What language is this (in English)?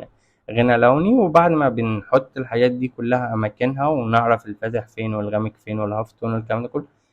Egyptian Arabic